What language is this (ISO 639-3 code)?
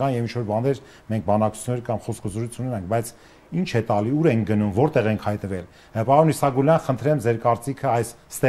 hye